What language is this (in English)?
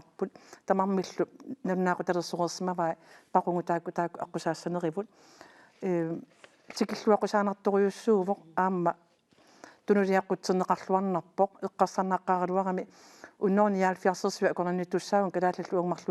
Kalaallisut